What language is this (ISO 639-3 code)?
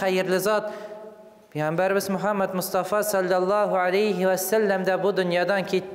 tat